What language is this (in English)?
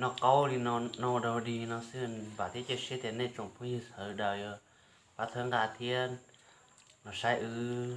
Hmong